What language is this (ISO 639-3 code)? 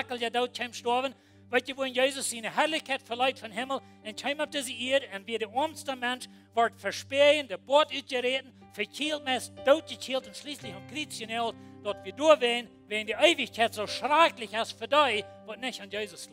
pdt